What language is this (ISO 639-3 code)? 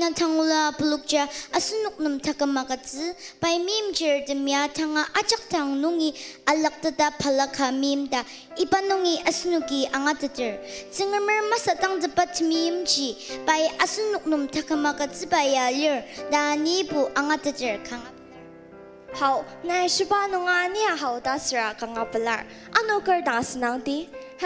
njo